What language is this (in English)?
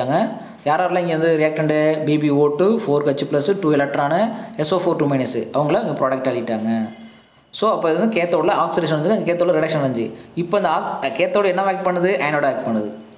Tamil